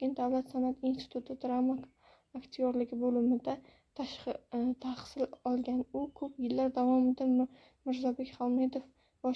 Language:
Uzbek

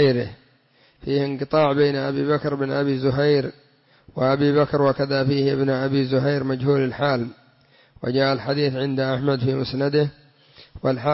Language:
Arabic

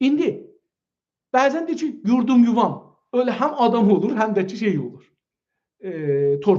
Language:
South Azerbaijani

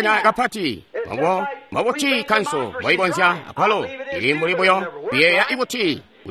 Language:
Tonga (Zambia)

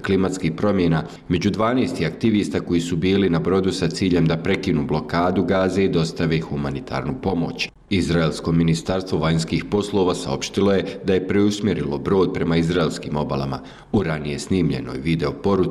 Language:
Bosnian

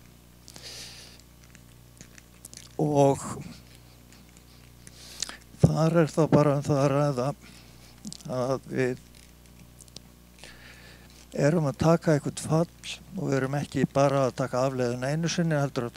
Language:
Icelandic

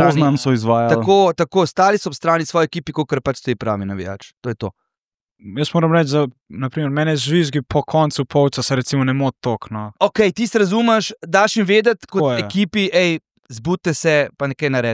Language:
Slovenian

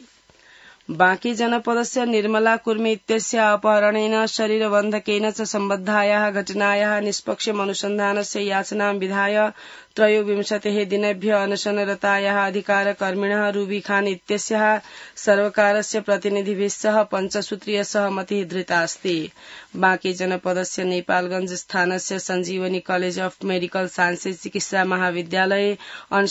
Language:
Sanskrit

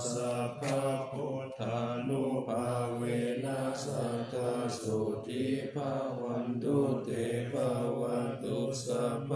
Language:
Pali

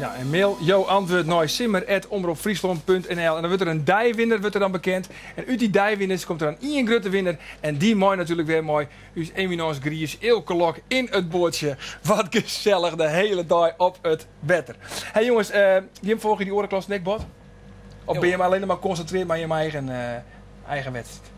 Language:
Western Frisian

